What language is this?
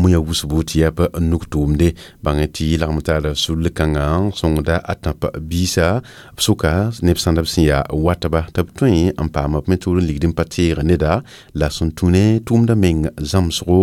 Mossi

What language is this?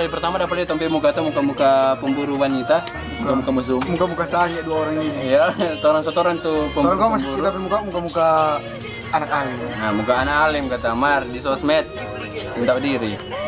Manado Malay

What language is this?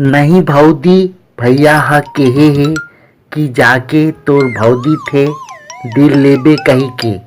Chhattisgarhi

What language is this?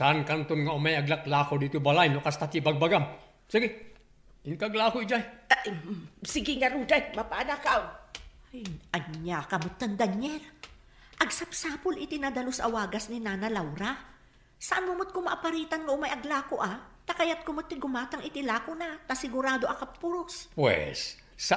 Iloko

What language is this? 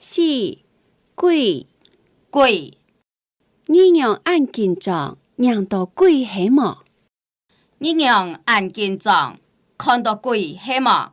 Hakka Chinese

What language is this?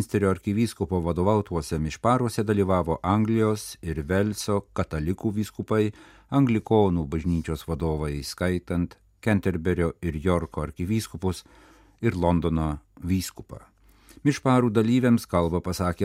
Lithuanian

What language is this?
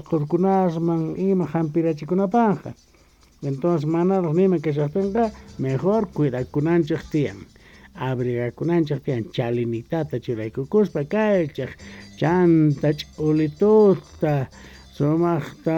South Bolivian Quechua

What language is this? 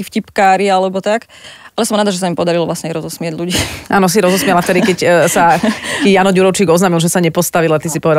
Slovak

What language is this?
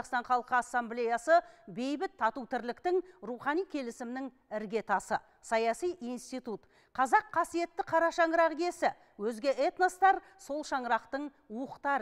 Kazakh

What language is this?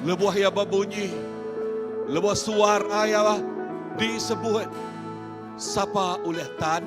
Iban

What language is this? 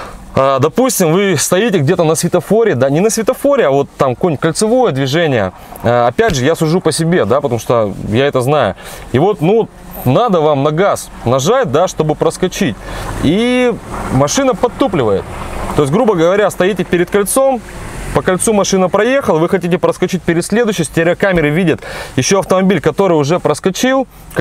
Russian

